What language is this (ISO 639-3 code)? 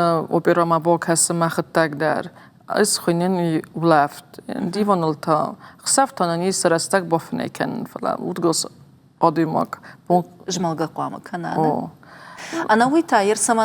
oss